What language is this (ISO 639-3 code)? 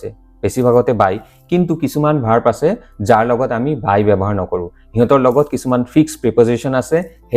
asm